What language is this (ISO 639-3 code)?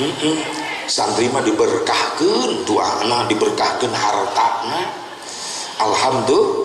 sun